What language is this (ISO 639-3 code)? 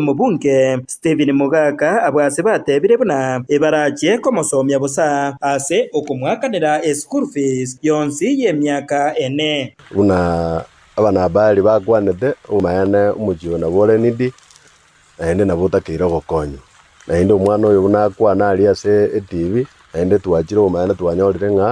guz